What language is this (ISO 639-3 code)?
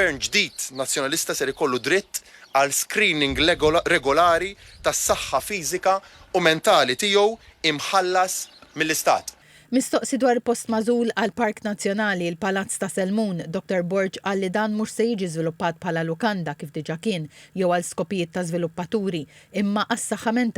mlt